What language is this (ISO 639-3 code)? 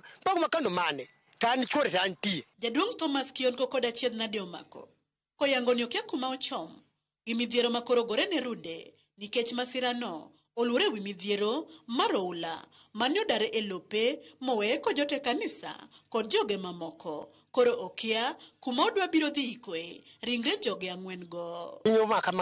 luo